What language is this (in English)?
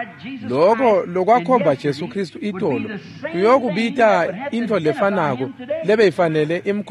Swati